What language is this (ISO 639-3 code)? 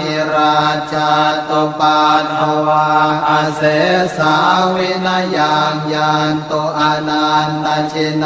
pli